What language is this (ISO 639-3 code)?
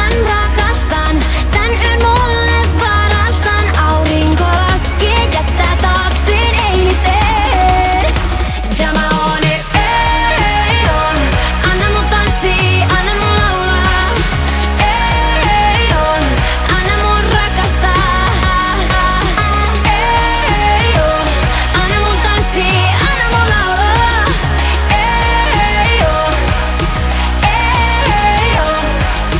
fin